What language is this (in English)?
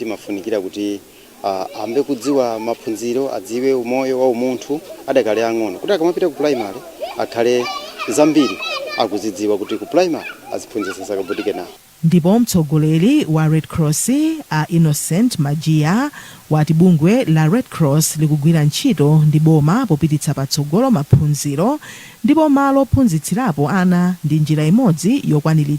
Nyanja